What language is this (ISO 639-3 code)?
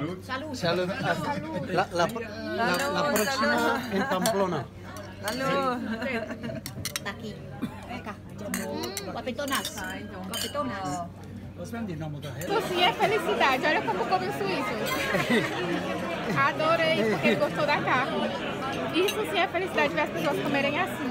por